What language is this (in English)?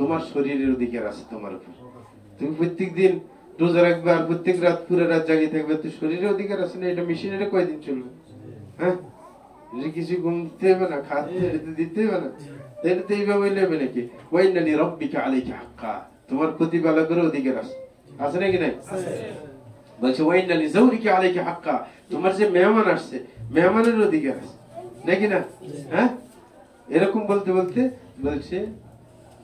Bangla